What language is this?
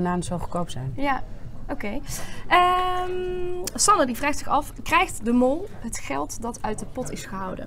Dutch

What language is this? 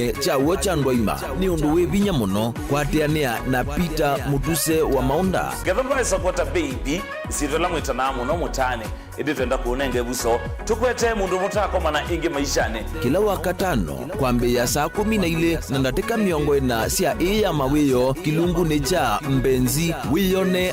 Kamba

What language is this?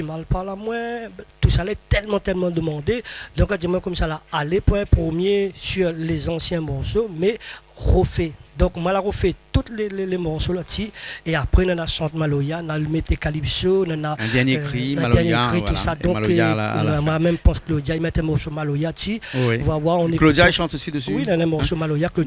Réunion Creole French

